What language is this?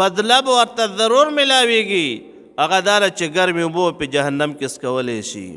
Pashto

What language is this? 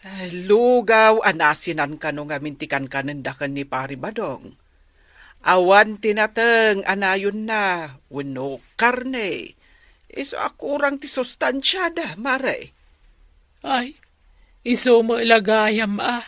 Iloko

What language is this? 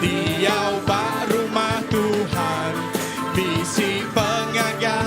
Iban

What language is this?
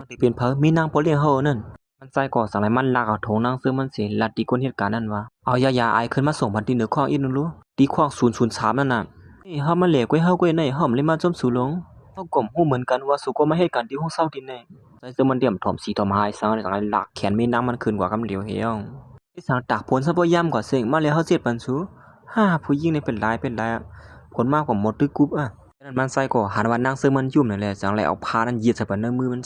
Shan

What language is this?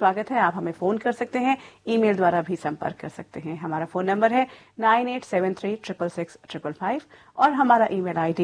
Hindi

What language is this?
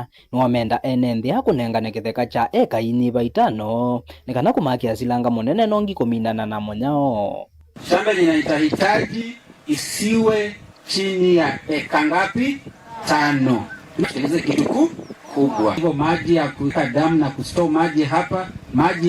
Kamba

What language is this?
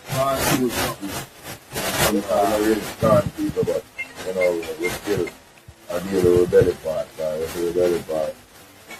Jamaican Creole English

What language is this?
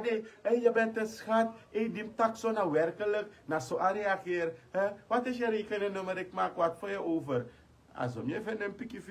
Sranan Tongo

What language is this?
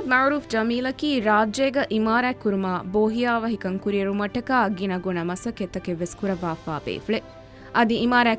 Divehi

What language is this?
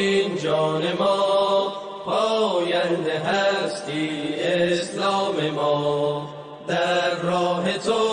Persian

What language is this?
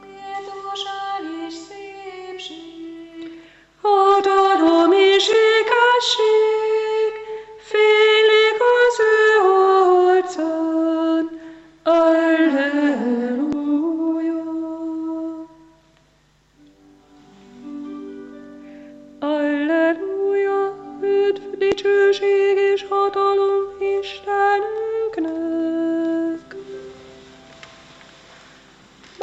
Hungarian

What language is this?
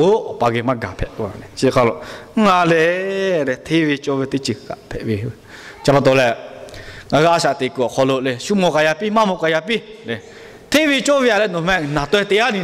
Lahu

